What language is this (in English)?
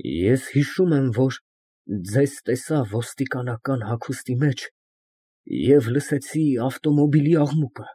Armenian